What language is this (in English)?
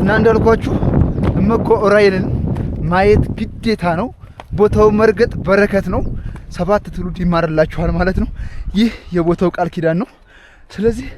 Amharic